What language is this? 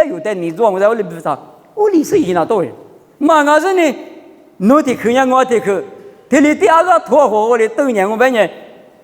Lisu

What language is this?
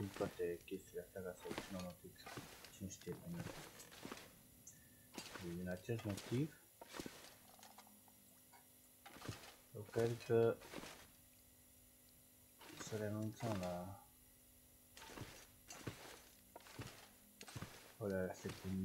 Romanian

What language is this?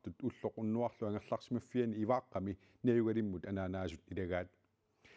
Kalaallisut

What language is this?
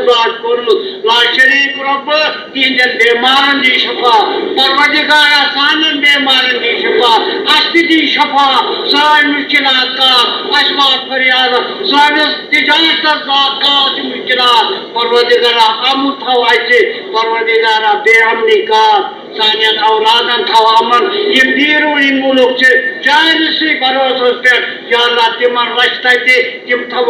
Kashmiri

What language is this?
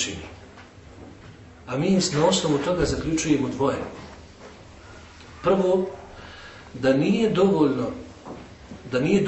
Bosnian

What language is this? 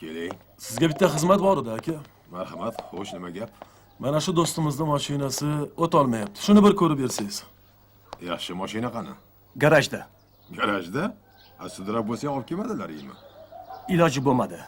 Uzbek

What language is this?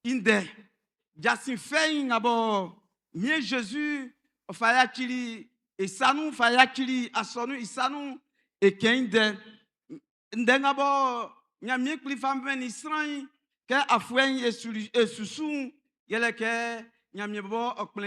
Baoulé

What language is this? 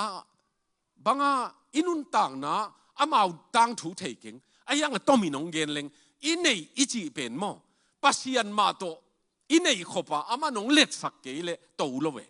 Tedim Chin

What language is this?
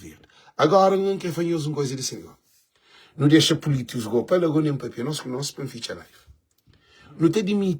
Kabuverdianu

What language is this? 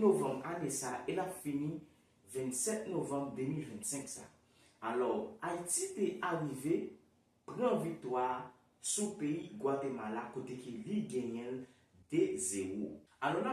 Haitian Creole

